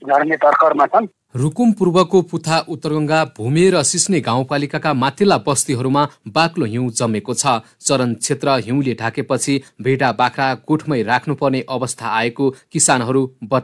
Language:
Nepali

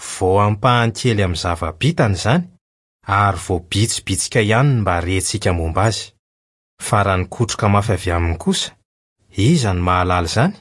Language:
Malagasy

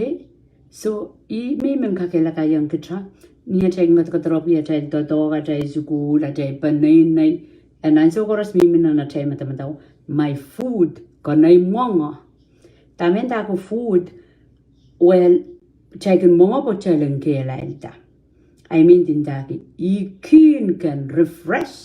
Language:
Pohnpeian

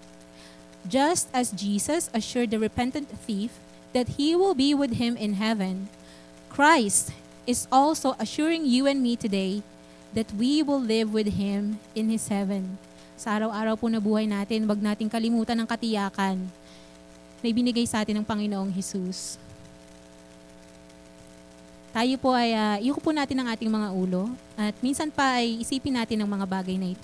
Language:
Filipino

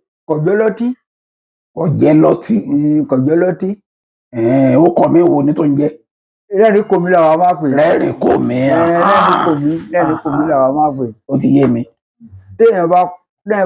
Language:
Yoruba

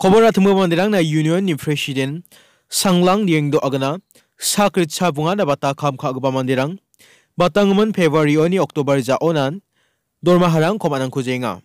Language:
Garo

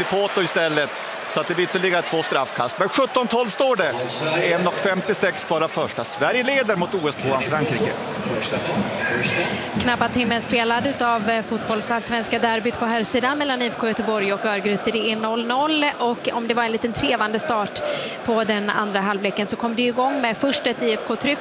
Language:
Swedish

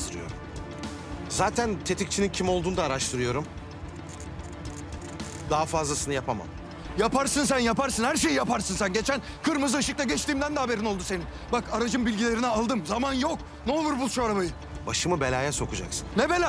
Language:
Turkish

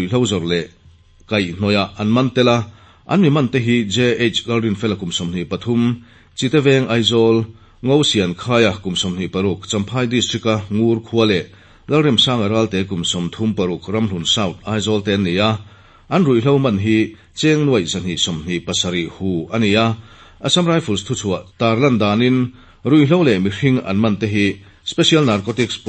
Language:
Mizo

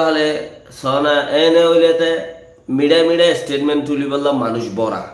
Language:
Rohingya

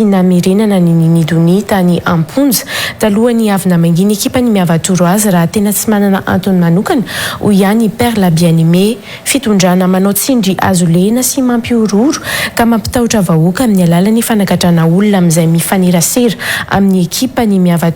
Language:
Malagasy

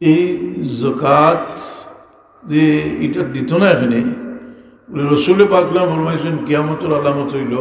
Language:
Sylheti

